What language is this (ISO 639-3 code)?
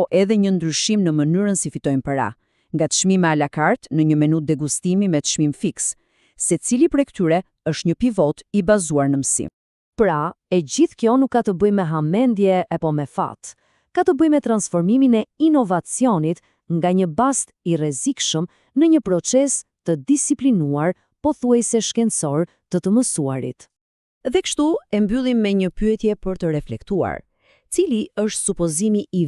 sqi